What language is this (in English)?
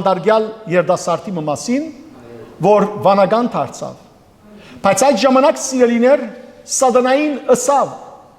Western Armenian